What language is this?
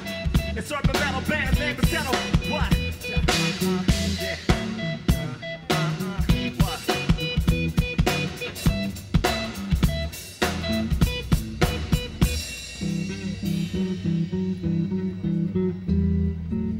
English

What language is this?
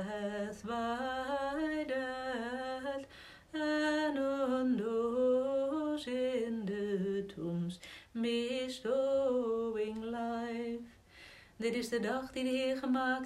Dutch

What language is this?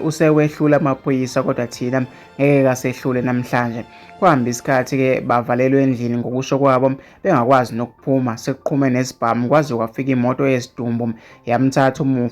Zulu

